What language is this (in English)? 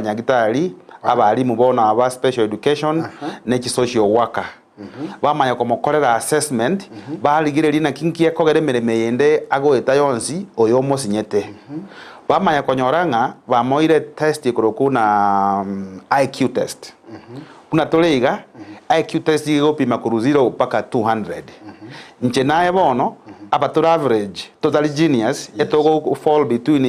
Gusii